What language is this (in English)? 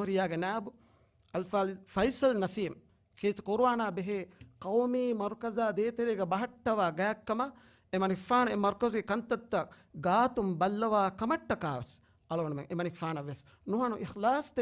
Divehi